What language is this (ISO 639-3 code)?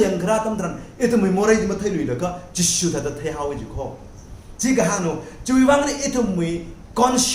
nmf